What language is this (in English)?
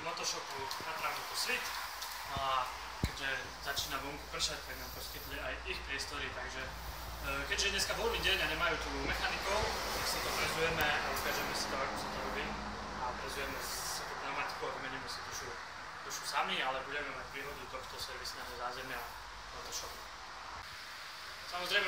Slovak